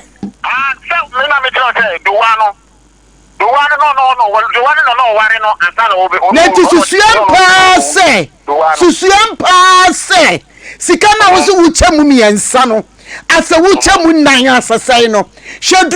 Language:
Akan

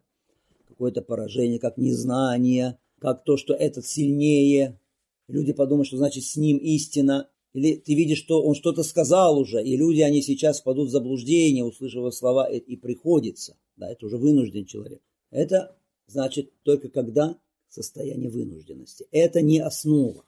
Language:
Russian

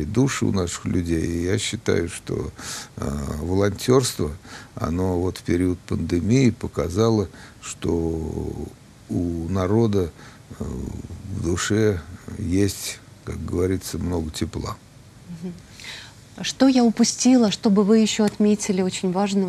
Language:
Russian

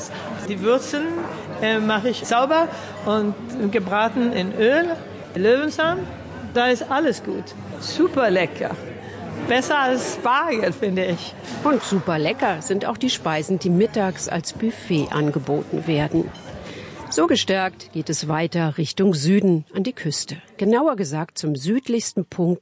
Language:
German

